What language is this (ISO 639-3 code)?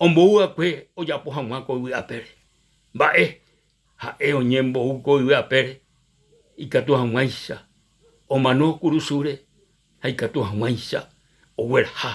grn